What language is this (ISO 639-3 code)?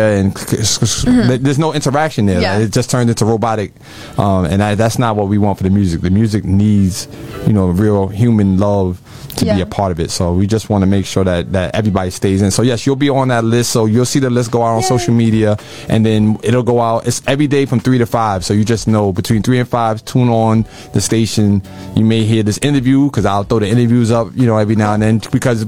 eng